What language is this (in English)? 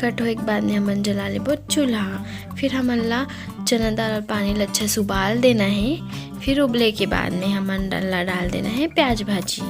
Chhattisgarhi